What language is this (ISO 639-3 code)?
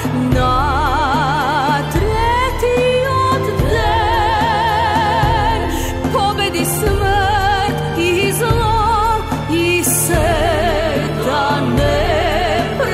mkd